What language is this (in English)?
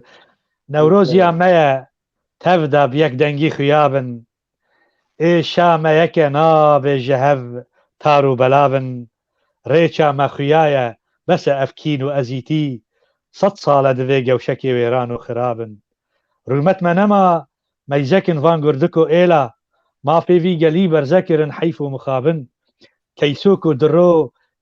Kurdish